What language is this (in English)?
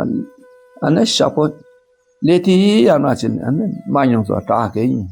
Dakpakha